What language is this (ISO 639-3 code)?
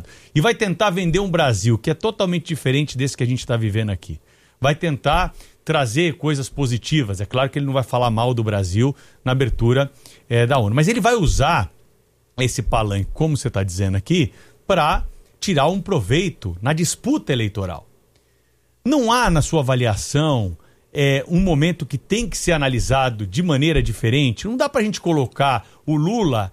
por